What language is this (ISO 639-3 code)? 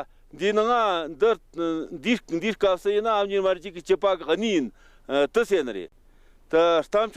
bod